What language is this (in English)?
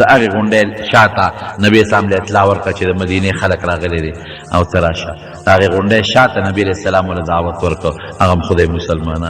Pashto